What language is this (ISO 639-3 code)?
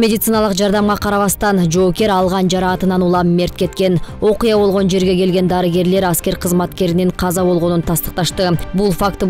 kir